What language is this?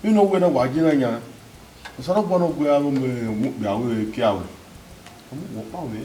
Bini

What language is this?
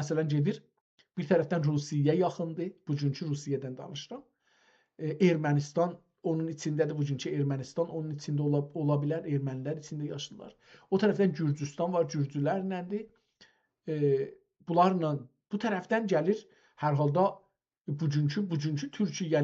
South Azerbaijani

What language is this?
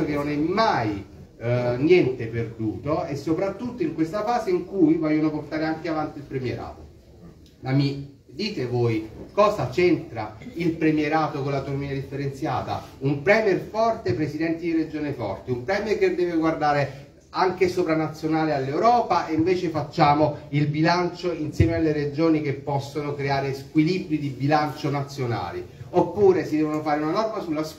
Italian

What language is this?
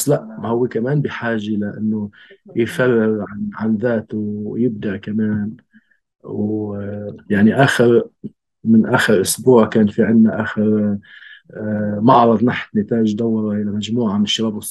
North Levantine Arabic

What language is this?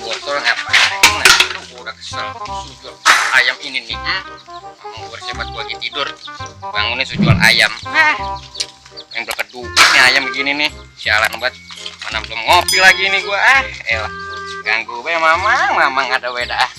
Betawi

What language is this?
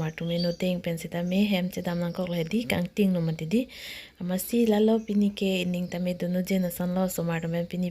Karbi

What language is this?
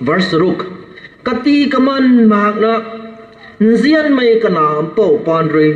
Rongmei Naga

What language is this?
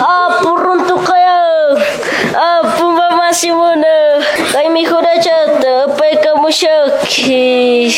Quechua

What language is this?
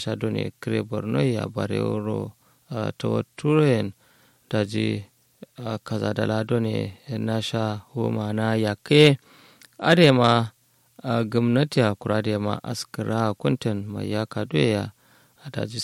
Kanuri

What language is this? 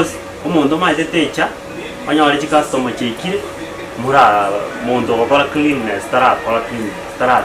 Gusii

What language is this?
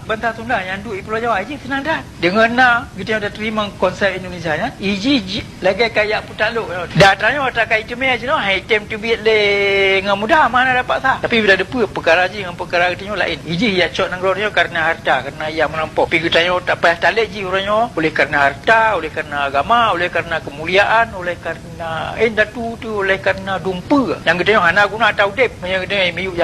Achinese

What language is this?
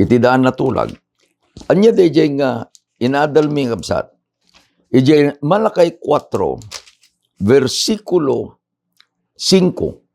Iloko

